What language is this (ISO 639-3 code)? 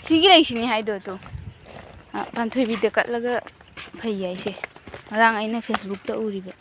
mni